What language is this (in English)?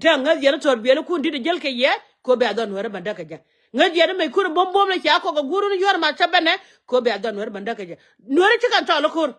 Nuer